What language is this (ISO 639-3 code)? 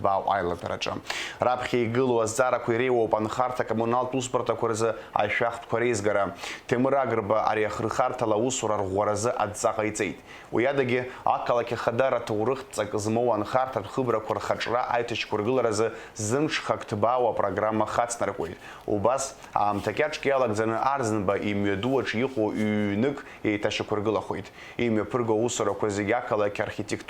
abk